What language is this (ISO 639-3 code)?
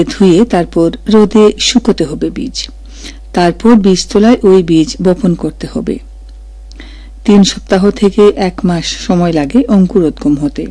ben